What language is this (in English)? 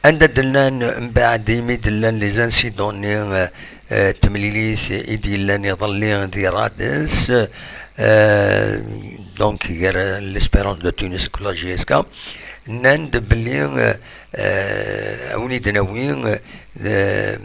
Kabyle